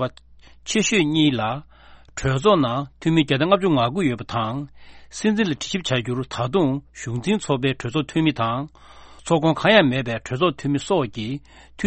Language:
Tibetan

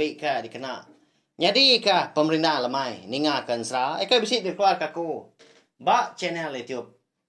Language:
Iban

